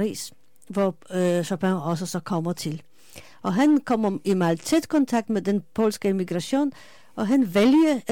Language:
Danish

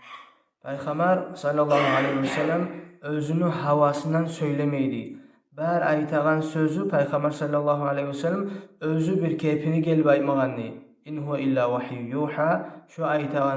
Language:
Kumyk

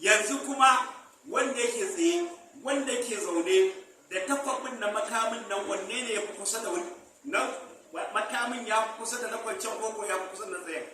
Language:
Hausa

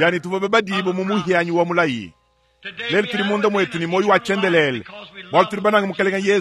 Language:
Luba-Lulua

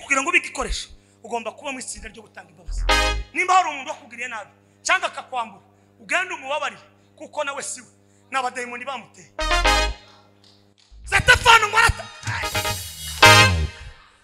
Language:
Kinyarwanda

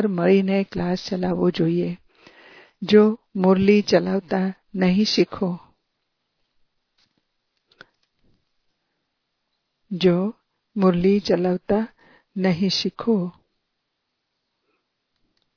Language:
Gujarati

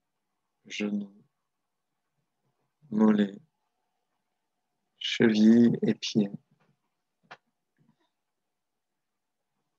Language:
French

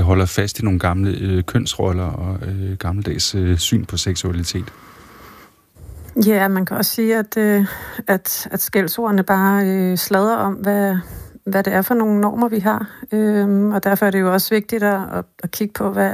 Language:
Danish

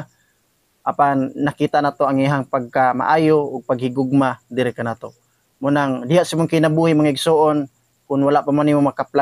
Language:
Cebuano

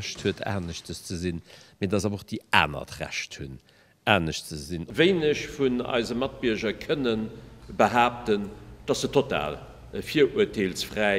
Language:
Luxembourgish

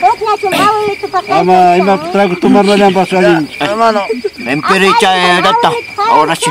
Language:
Ayacucho Quechua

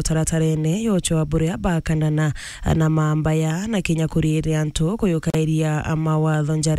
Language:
Meru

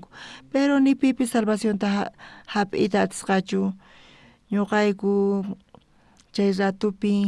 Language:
South Bolivian Quechua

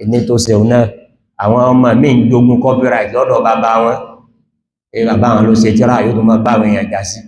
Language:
Yoruba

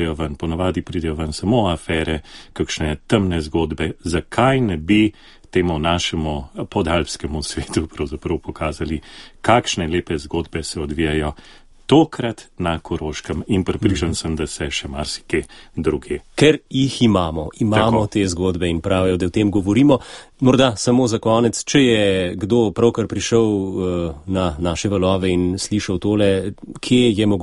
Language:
Slovenian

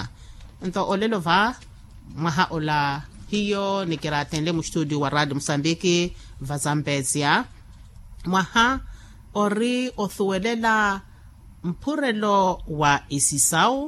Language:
Makhuwa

